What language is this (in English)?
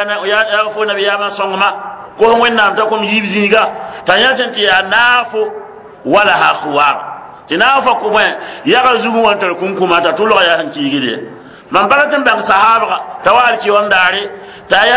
Mossi